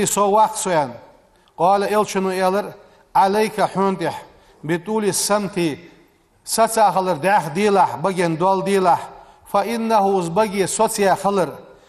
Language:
Ingush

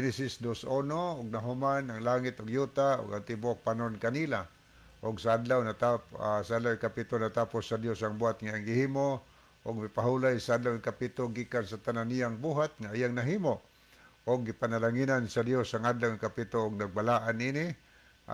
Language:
Cebuano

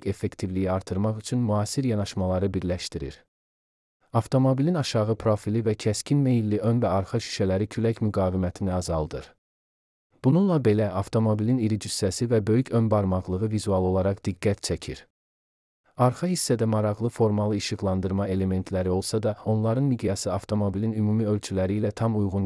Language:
Azerbaijani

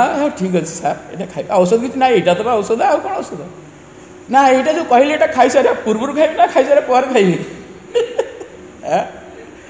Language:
Odia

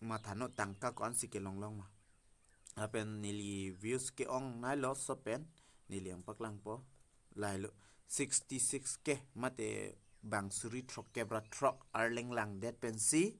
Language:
Karbi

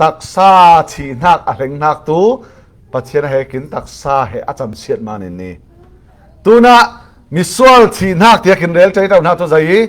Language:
Falam Chin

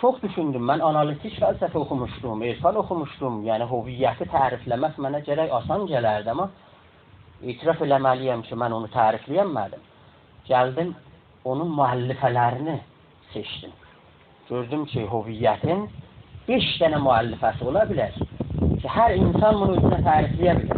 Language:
South Azerbaijani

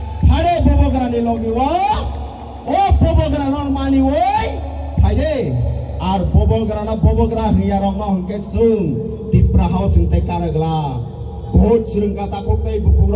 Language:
Kok Borok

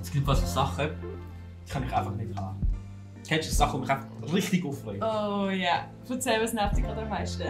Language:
Swiss German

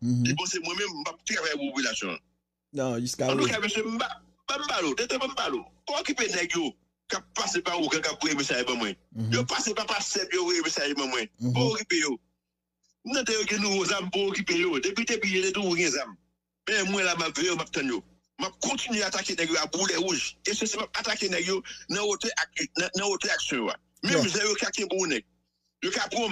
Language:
Haitian Creole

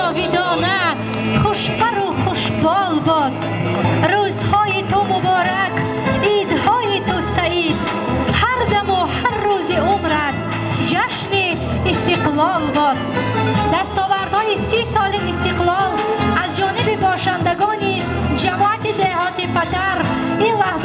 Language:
Tajik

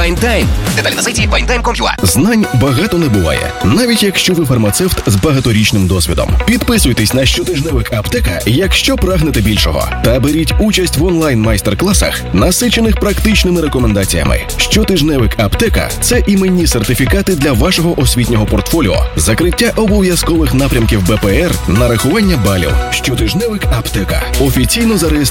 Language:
Ukrainian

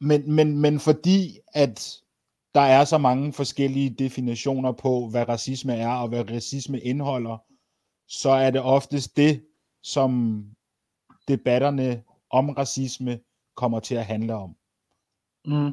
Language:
Danish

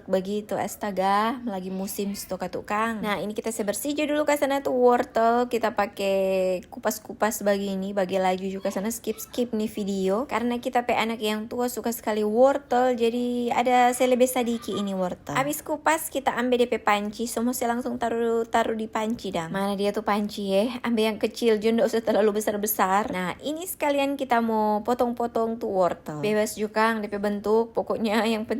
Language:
Manado Malay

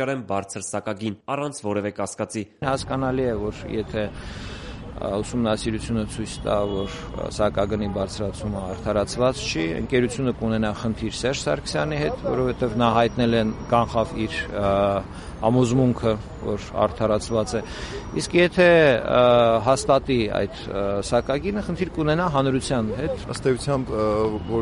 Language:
Armenian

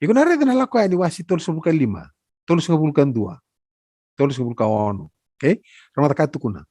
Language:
Fijian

